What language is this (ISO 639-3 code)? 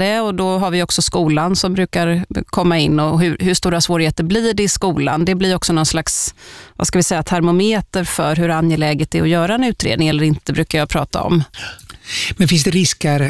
swe